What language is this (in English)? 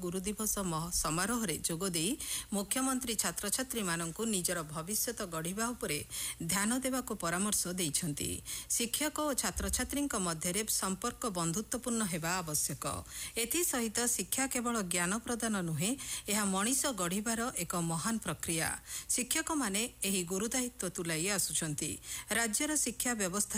Odia